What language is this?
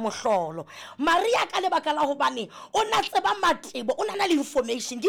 Southern Sotho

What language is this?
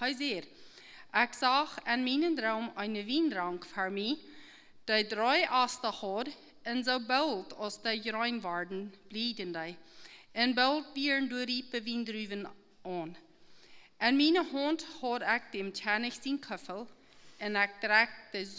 Plautdietsch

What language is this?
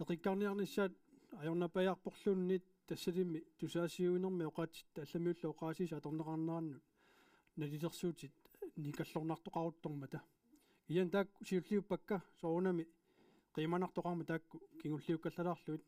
Kalaallisut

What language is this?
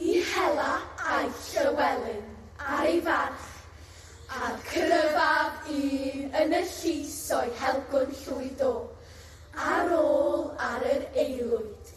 Welsh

